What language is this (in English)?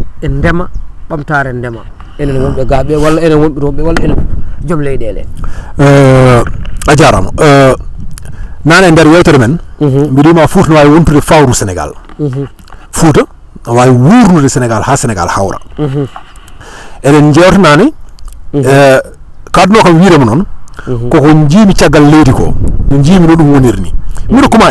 Fula